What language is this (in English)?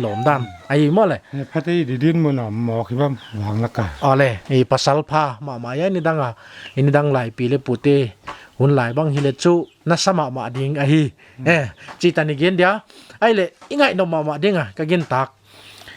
Paite Chin